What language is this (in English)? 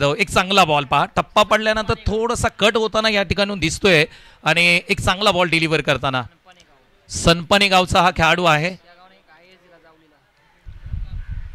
Marathi